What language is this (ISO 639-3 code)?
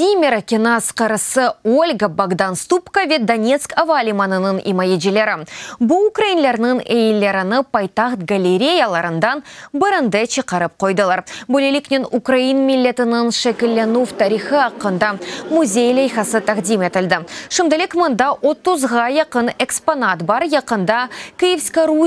crh